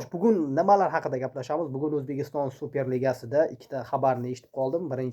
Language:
Uzbek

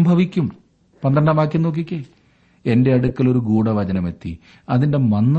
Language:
Malayalam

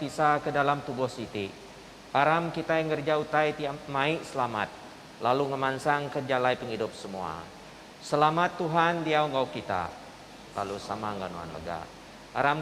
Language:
Iban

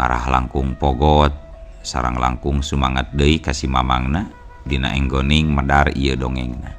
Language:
Sundanese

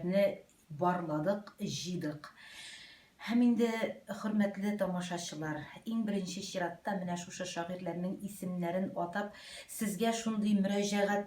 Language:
Tatar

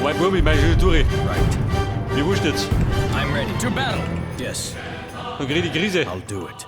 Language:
Bavarian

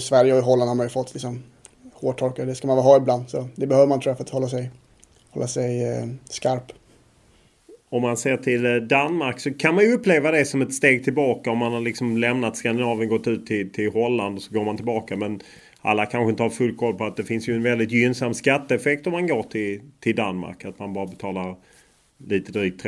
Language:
Swedish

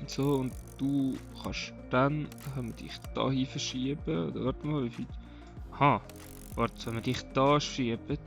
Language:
Swiss German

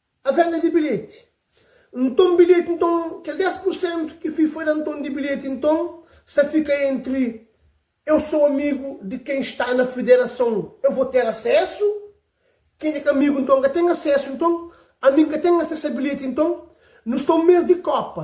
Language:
Kabuverdianu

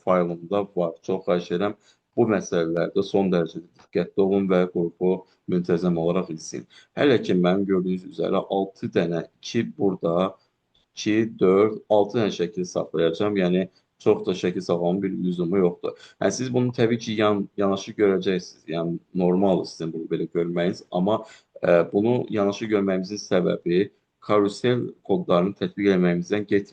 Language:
Azerbaijani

